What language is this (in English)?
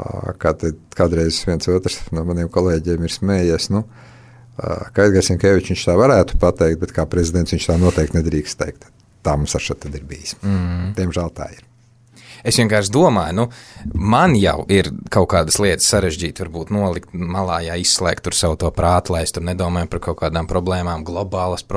Latvian